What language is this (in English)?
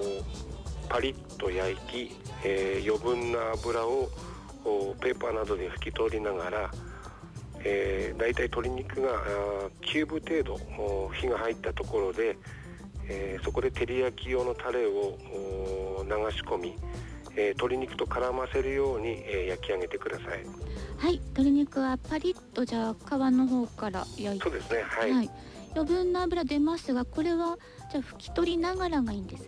Japanese